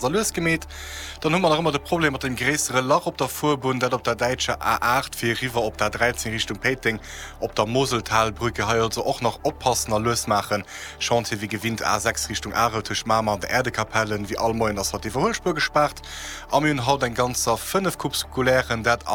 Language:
Luxembourgish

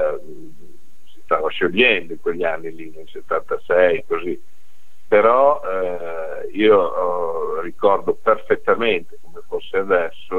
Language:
Italian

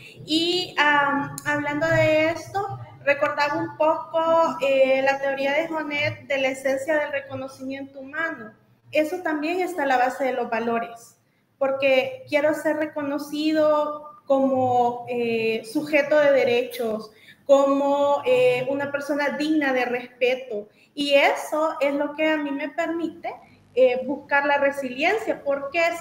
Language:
Spanish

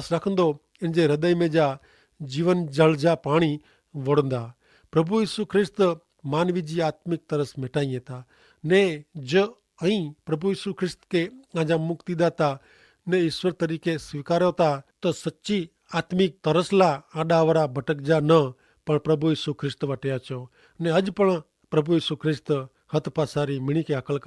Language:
Kachhi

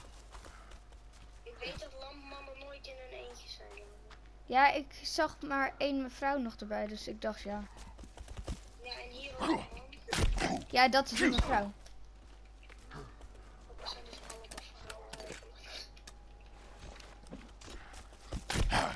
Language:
Dutch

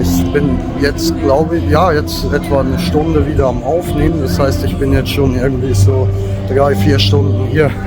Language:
Swiss German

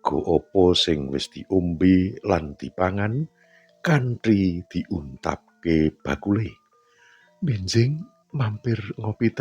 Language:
Javanese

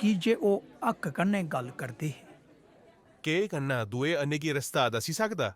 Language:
Dogri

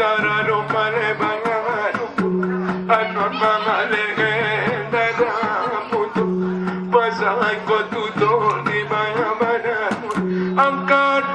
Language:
Batak Angkola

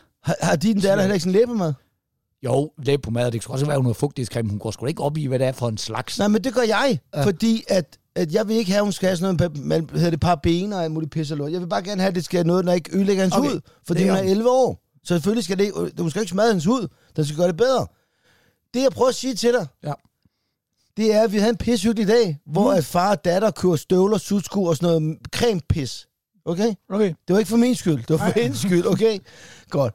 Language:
Danish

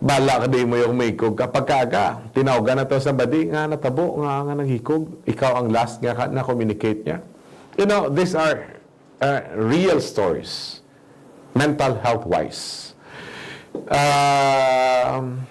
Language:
Hiligaynon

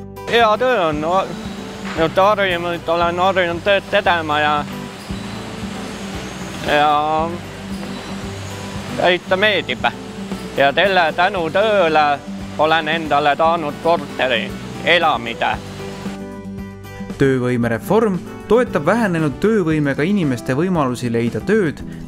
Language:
Estonian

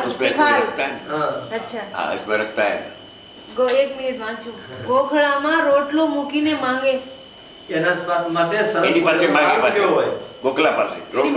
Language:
Gujarati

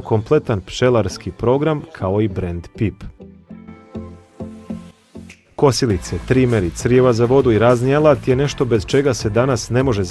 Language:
Bosnian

